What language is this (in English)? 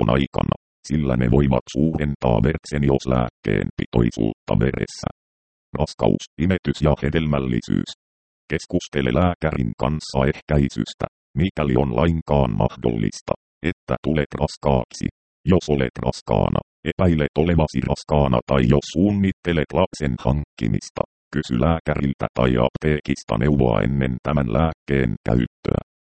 Finnish